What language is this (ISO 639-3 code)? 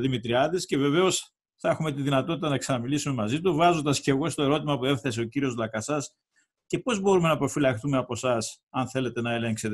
ell